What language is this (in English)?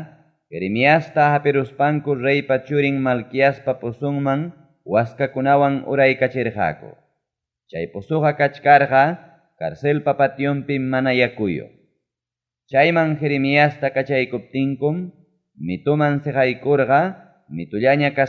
Ayacucho Quechua